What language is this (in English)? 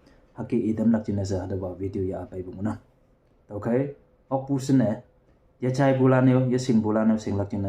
Konyak Naga